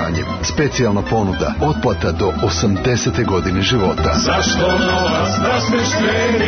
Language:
Serbian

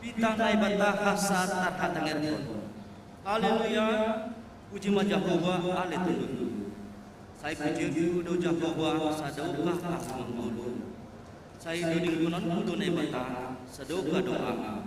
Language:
Batak Simalungun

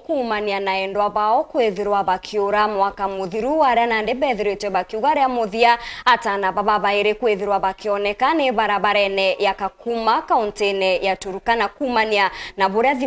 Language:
Meru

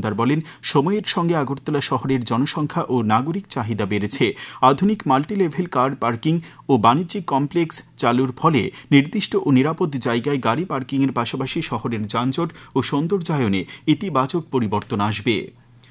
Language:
Bangla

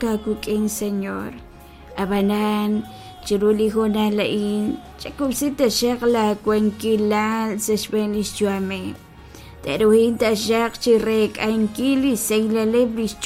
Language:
Kekchí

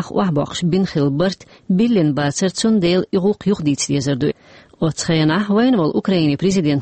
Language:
Chechen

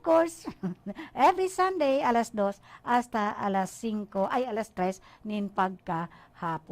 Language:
Bikol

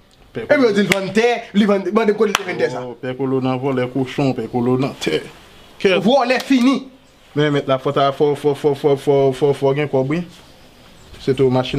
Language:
Haitian Creole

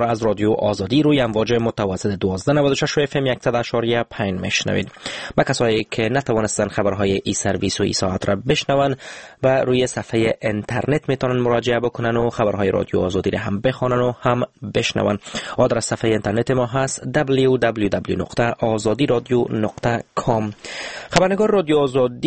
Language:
Persian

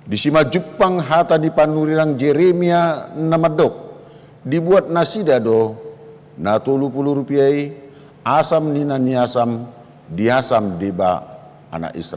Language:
Batak Toba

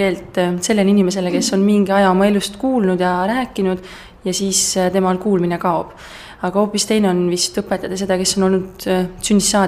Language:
Estonian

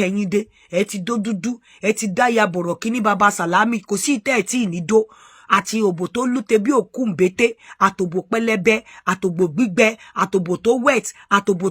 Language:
Yoruba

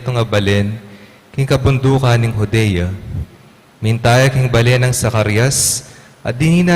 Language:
Pampanga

